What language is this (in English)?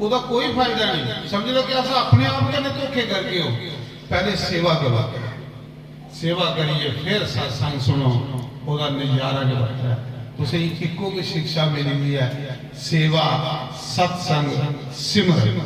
Dogri